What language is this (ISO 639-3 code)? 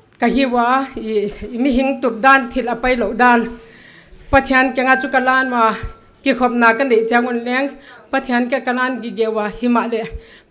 pck